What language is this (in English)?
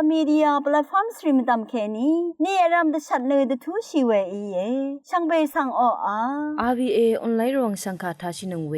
Rawang